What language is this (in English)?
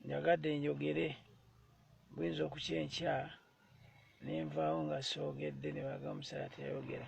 Ganda